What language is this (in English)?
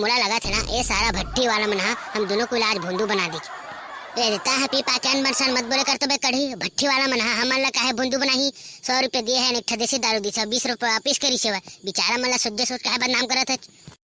Chhattisgarhi